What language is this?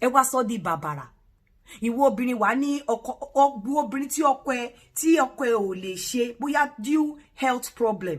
Yoruba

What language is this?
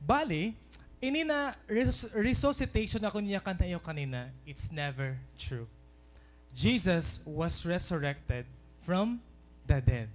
Waray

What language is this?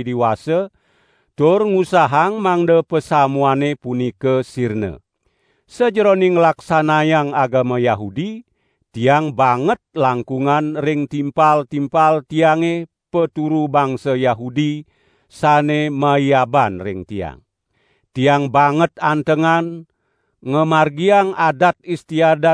Balinese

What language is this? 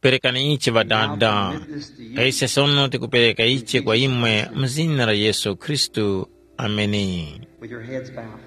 Tumbuka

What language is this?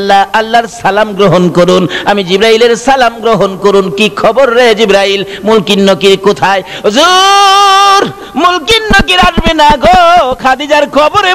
Bangla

